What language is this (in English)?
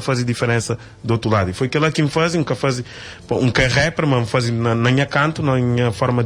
Kabuverdianu